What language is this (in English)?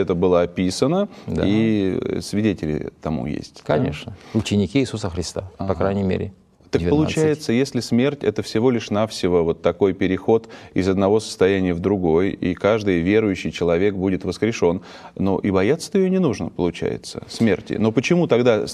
Russian